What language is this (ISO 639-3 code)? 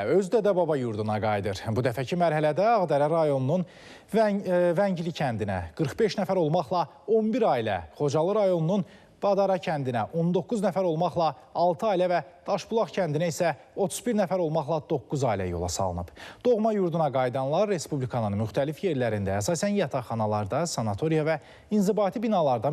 aze